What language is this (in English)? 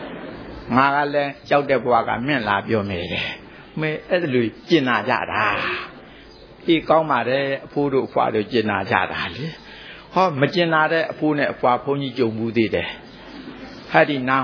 Burmese